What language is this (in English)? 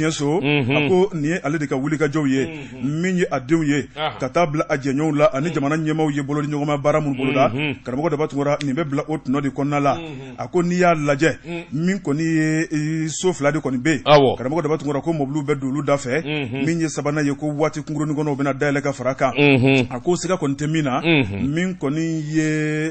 Bambara